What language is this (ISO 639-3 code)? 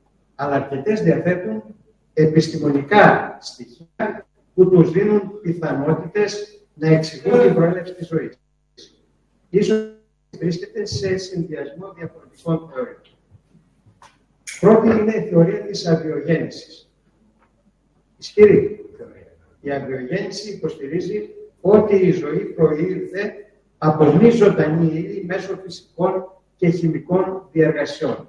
ell